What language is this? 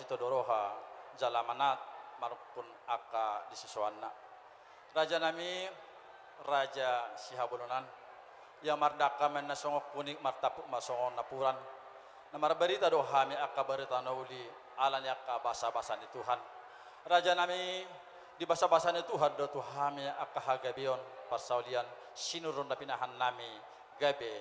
Batak Toba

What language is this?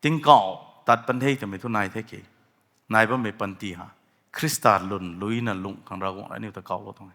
Rongmei Naga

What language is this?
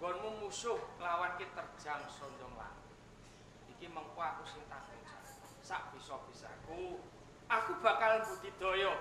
Javanese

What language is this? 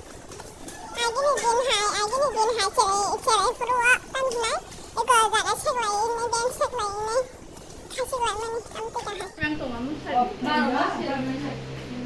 Kok Borok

